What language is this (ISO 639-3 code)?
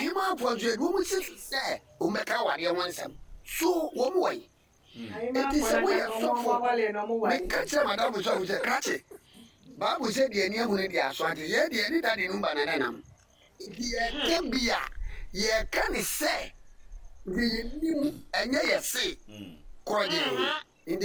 aka